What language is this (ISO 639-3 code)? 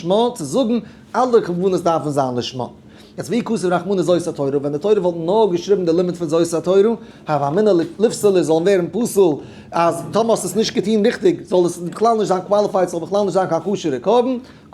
yid